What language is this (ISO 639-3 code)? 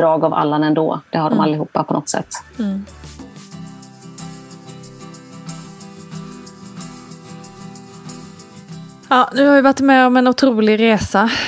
swe